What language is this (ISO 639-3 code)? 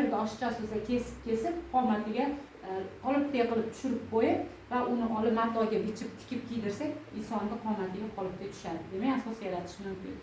uzb